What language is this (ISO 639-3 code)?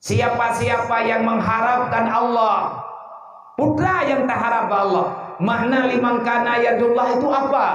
ace